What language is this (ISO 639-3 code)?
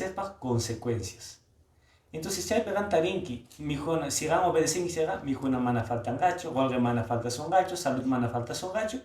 que